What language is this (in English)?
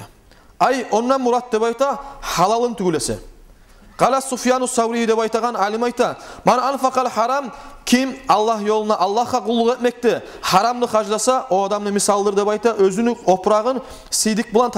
Kumyk